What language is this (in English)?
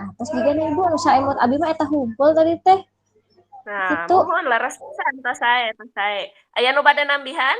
Sundanese